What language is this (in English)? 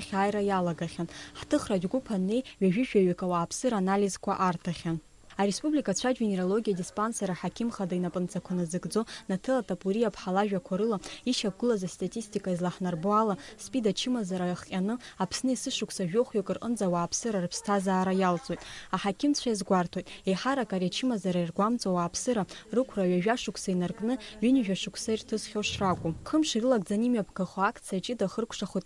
Abkhazian